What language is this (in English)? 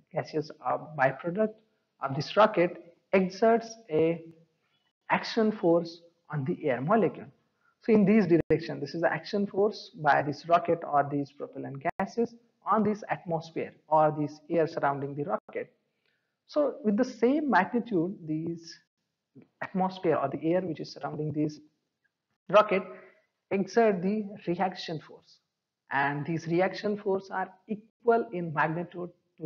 English